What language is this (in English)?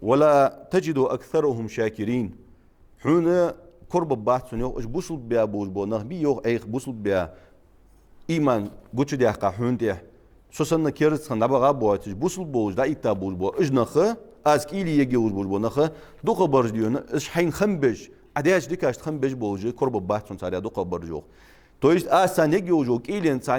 Ingush